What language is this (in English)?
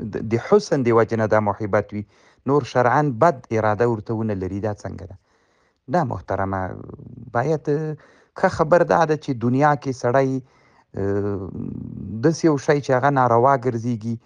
Pashto